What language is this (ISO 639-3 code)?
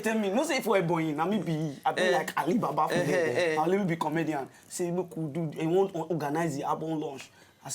pcm